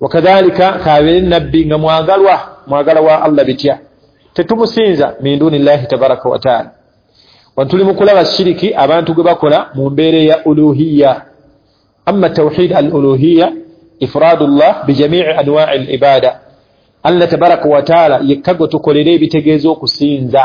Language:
Ganda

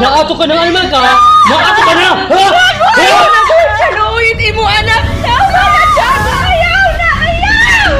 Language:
Waray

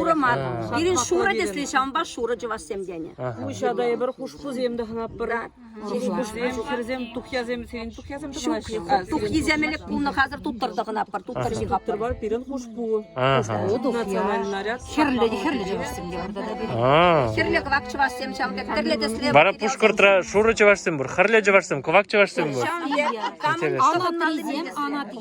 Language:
Chuvash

